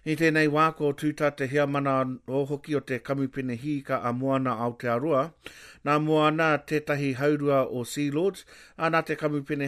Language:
Māori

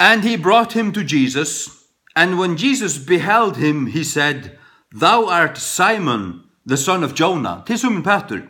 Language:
Faroese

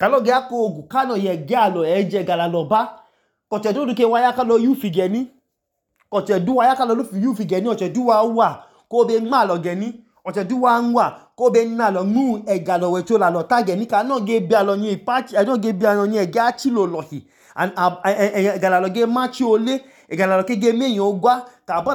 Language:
Idoma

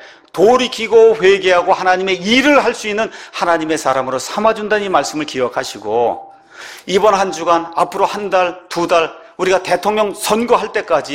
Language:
Korean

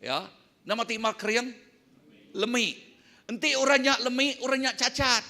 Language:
Iban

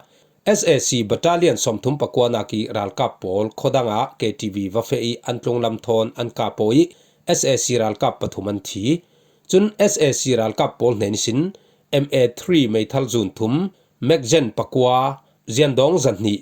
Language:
Falam Chin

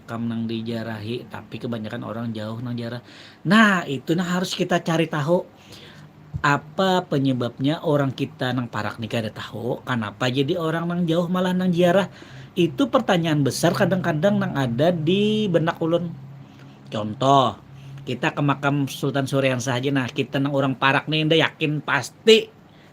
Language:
Banjar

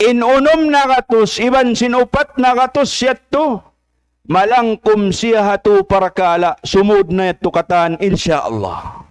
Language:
Tausug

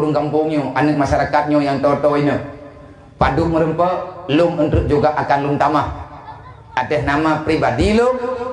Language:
Achinese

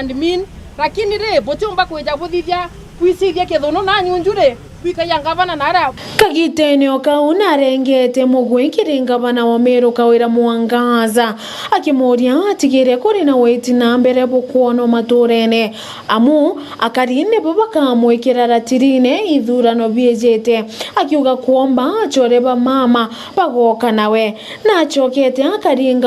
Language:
Meru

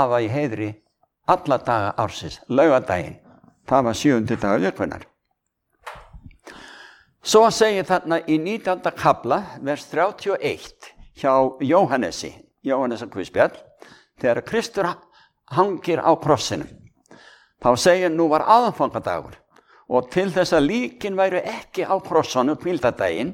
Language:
Icelandic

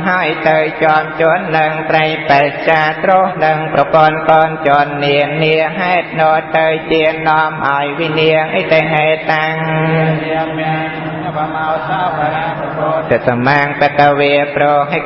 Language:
Khmer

